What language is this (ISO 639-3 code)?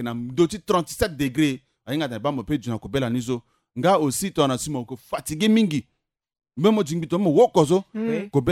sag